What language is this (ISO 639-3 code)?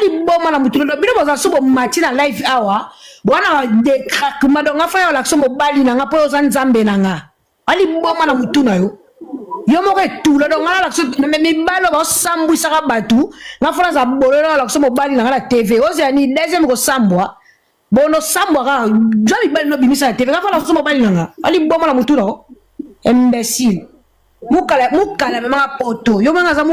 lin